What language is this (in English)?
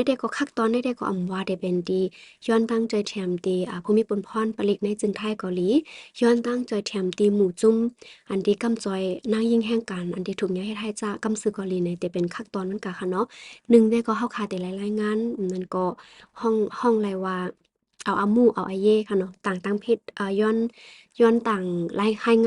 Shan